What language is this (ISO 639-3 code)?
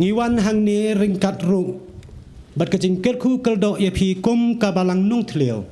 kha